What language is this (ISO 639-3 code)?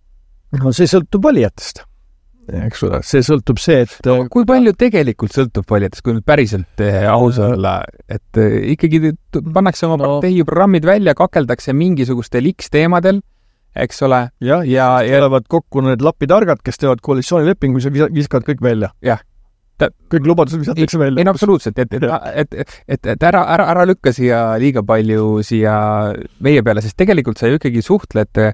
est